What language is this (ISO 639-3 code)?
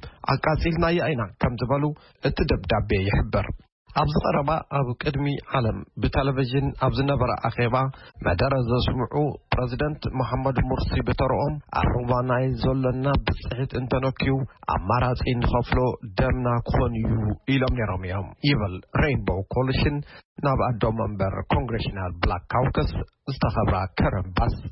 tir